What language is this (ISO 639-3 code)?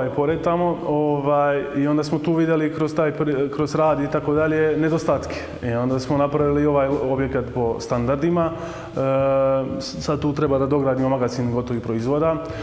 srp